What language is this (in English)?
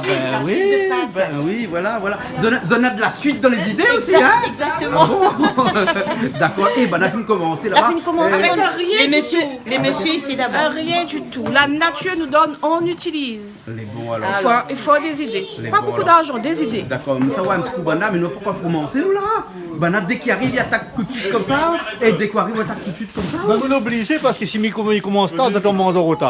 Réunion Creole French